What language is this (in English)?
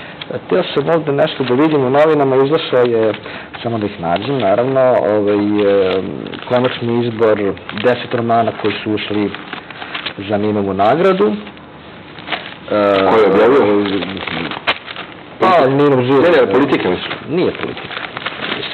Serbian